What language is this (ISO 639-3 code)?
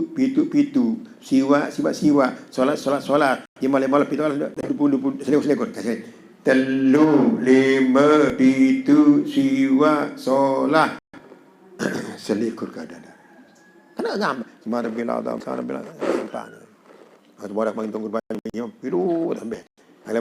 sas